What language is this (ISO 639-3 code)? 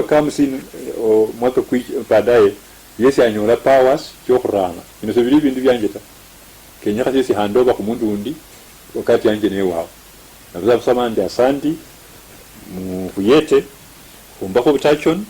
luy